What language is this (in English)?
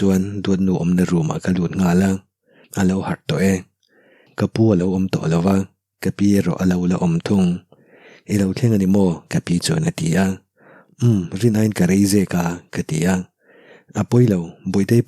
Mizo